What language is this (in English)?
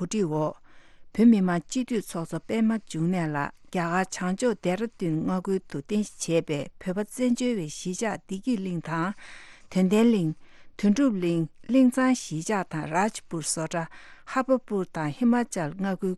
Tibetan